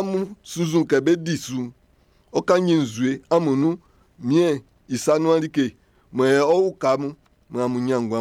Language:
Baoulé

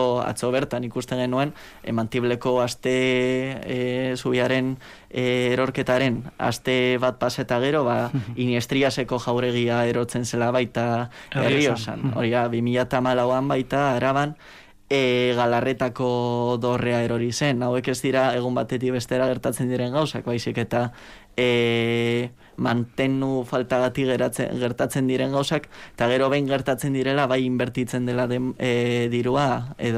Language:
Basque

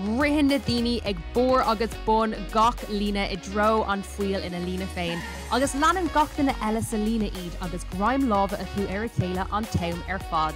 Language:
Irish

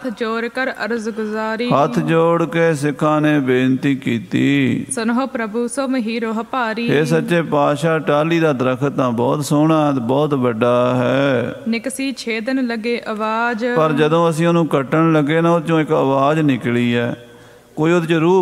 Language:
Punjabi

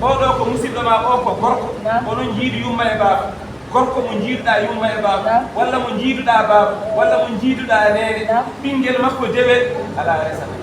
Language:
Fula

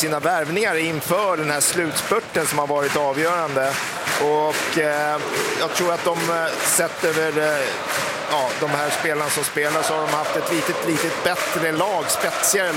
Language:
Swedish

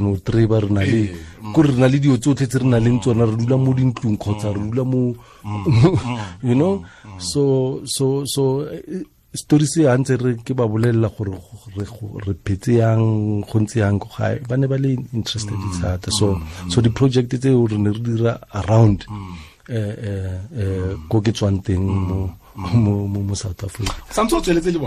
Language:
Tswana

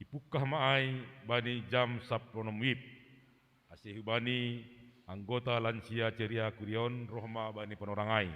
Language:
Batak Simalungun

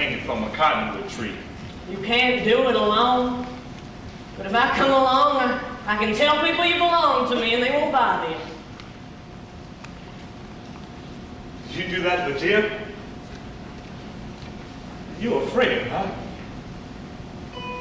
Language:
English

